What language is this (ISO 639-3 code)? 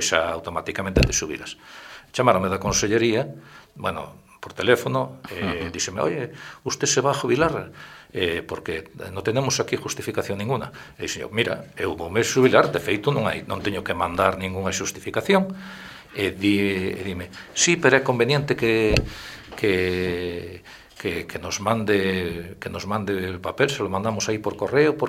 glg